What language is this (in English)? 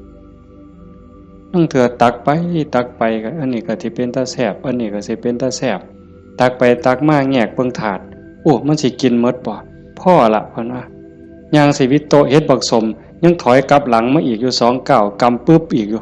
Northeastern Thai